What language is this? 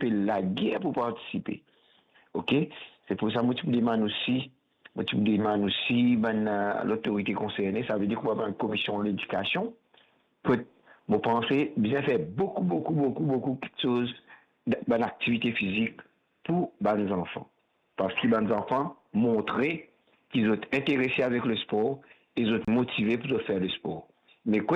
Morisyen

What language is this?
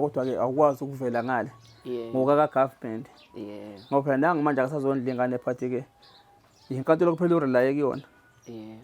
Zulu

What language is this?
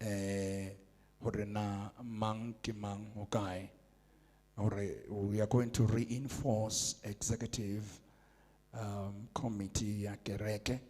Southern Sotho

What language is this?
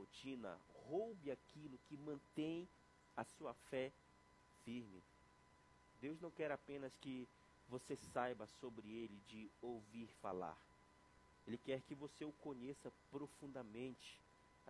Portuguese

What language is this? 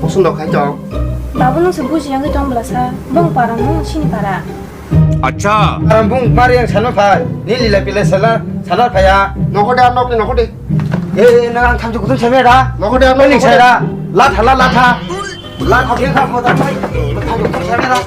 Kok Borok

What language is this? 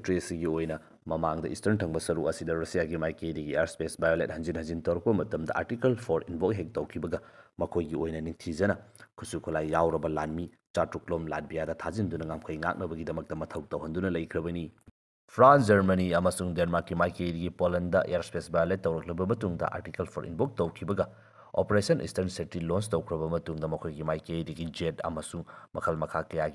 Manipuri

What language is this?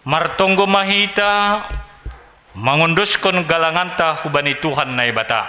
Batak Simalungun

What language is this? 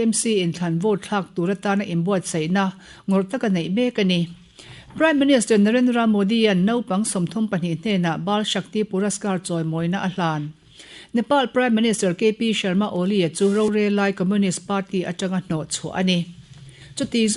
Mizo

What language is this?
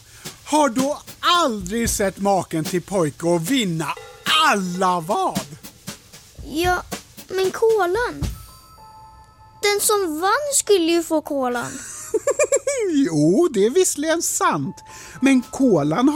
Swedish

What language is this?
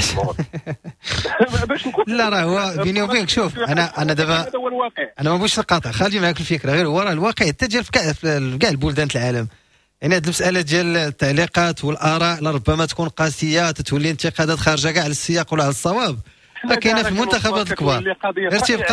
Moroccan Arabic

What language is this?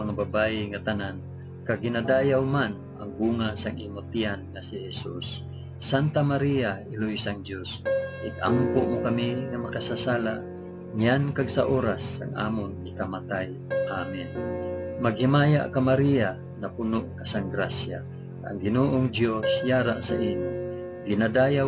Hiligaynon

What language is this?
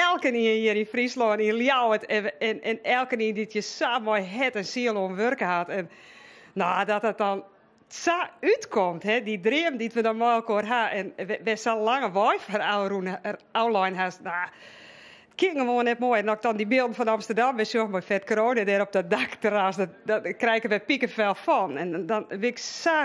Western Frisian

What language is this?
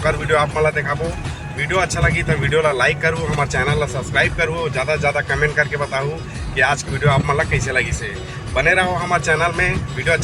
Chhattisgarhi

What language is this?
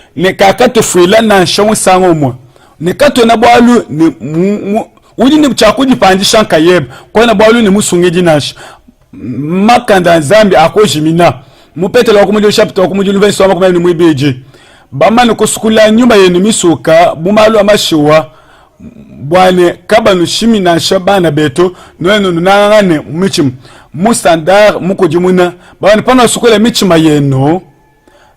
Luba-Lulua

